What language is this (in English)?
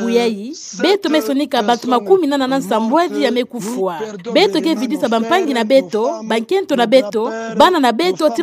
Kituba (Democratic Republic of Congo)